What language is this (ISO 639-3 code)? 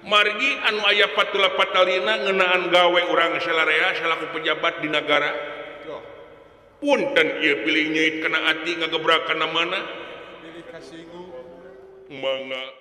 sun